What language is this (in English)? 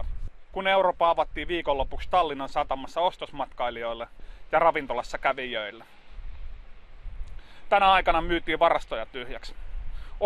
Finnish